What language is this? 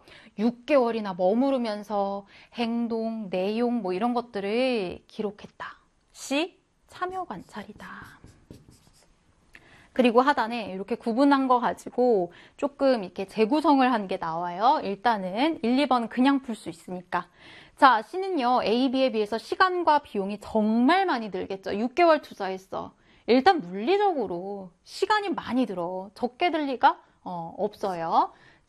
Korean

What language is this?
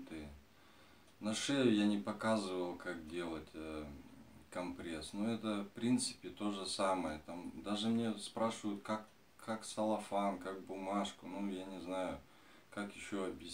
Russian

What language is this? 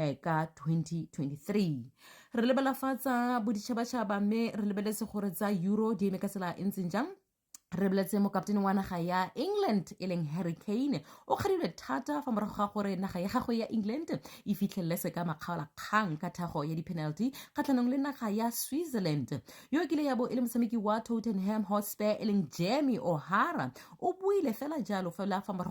Tswana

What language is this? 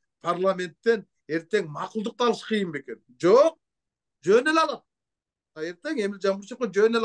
Kyrgyz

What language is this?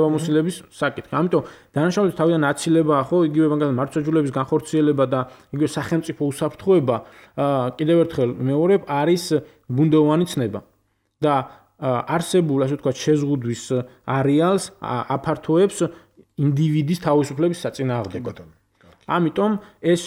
Georgian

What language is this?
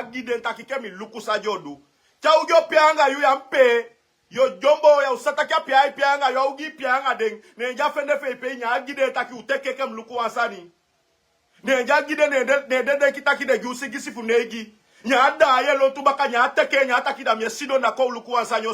Sranan Tongo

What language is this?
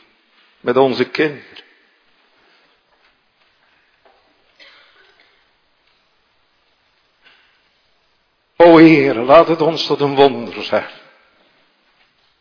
Dutch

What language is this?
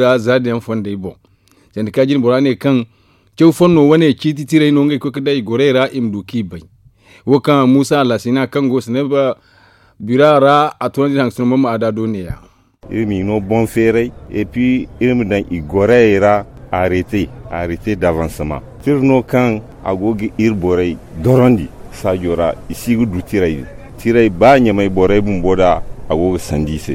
Zarma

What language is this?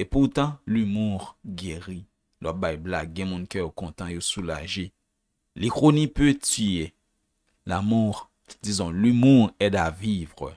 Haitian Creole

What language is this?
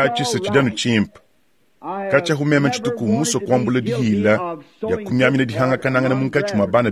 Luba-Lulua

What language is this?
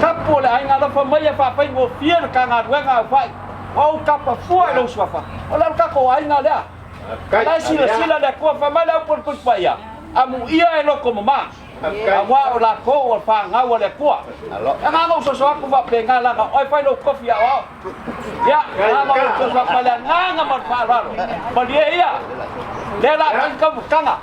Samoan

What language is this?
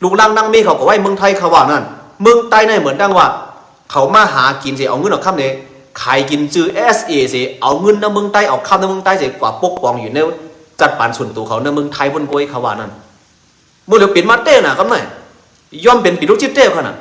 Shan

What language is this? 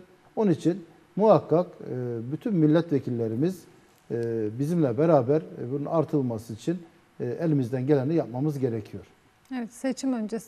Turkish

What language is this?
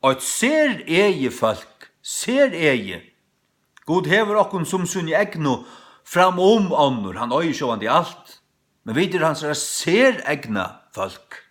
Faroese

